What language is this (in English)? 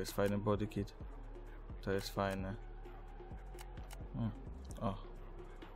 Polish